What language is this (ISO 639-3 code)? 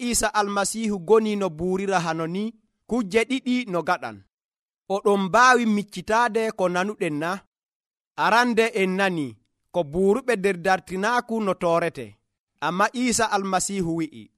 fuv